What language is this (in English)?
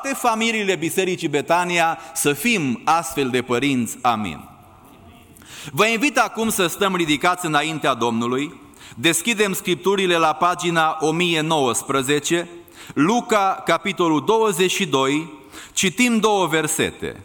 Romanian